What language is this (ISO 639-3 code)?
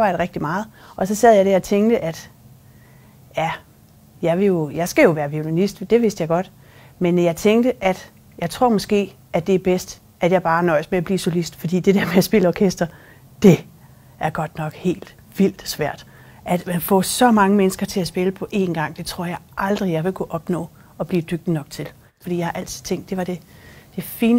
dan